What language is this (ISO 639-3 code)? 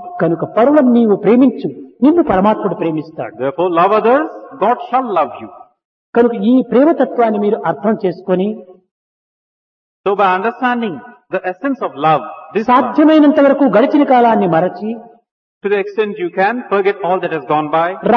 tel